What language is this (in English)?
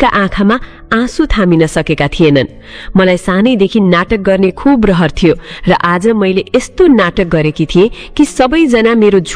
Nepali